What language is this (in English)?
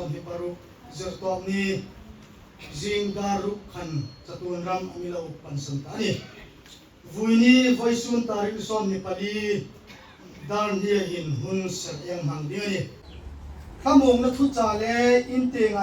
Hmar